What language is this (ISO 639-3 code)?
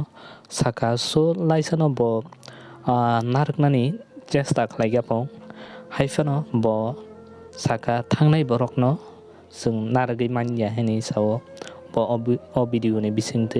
trp